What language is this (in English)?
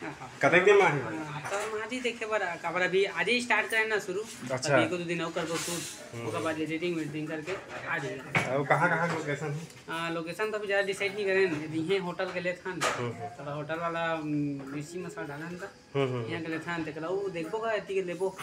Chhattisgarhi